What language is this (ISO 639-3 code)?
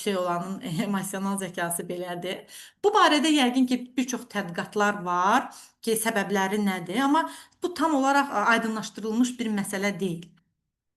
aze